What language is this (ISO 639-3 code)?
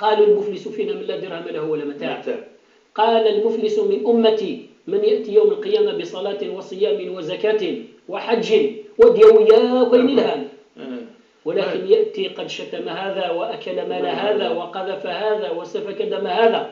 kab